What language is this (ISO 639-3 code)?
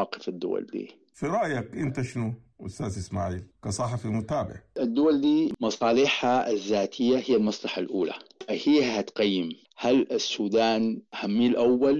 apd